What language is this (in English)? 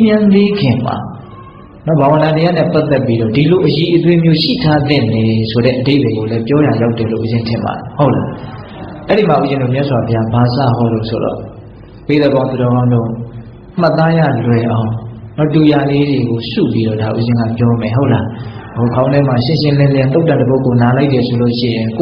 Burmese